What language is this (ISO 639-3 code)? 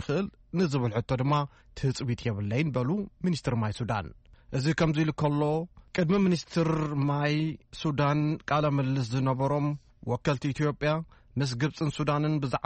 tir